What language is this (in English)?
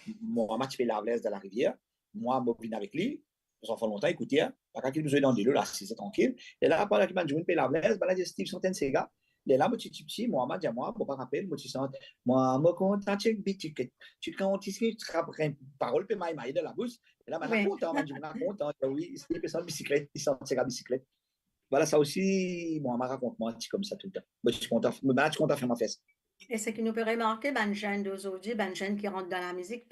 Morisyen